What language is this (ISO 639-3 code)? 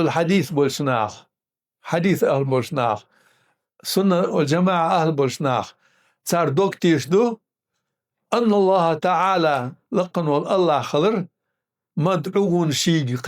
inh